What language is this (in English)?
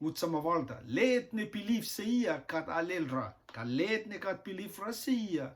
Rotuman